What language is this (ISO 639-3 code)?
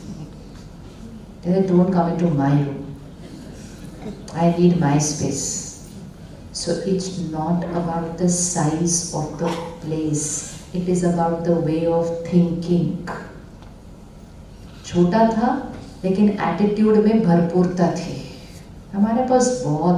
hin